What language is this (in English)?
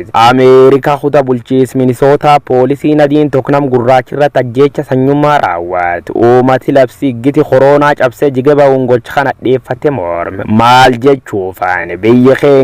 Oromo